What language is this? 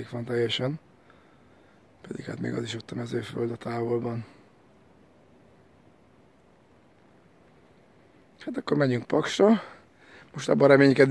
Hungarian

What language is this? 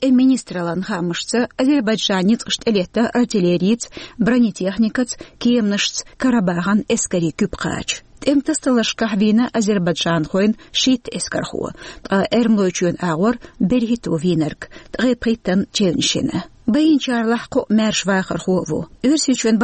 Chechen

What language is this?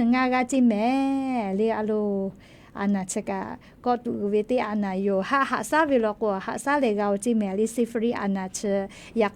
Lahu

